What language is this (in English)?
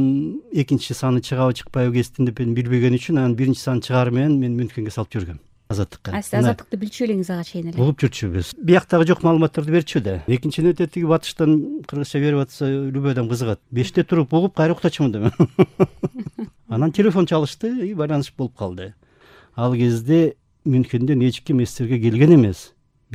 Kyrgyz